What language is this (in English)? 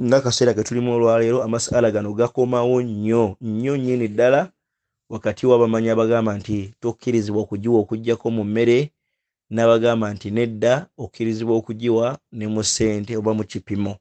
Ganda